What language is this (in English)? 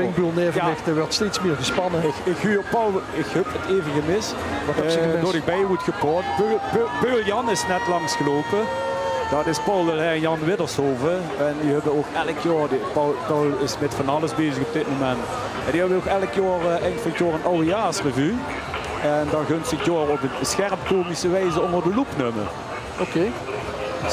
Limburgish